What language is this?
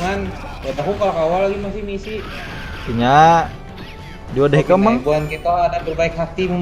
Banjar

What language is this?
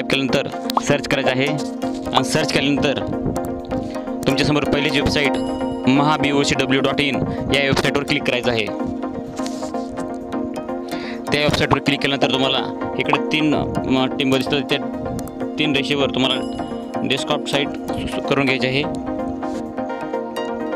Marathi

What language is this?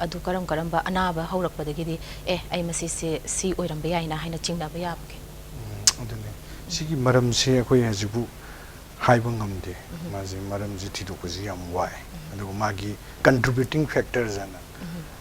Manipuri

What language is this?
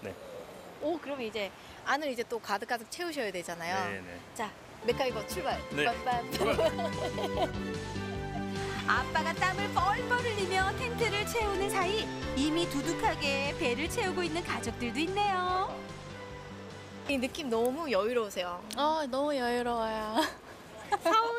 Korean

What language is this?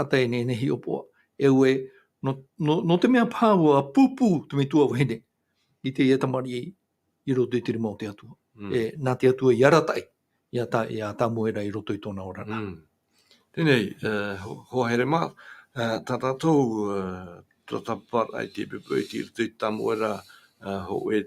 Tahitian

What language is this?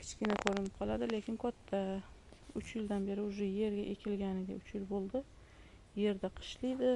Uzbek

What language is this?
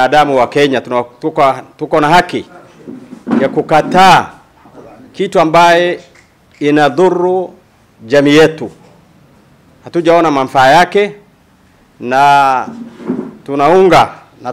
Swahili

